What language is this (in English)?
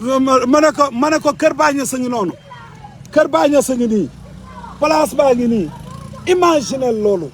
Wolof